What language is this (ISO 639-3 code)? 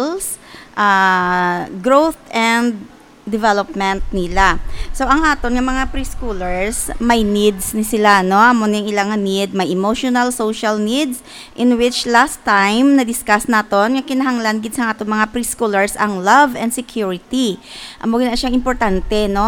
hil